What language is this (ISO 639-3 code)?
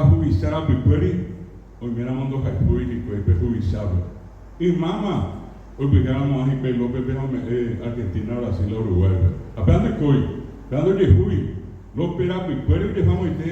grn